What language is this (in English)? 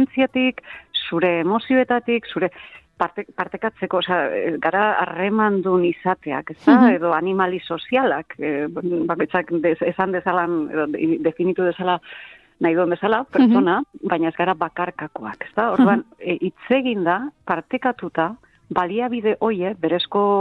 Basque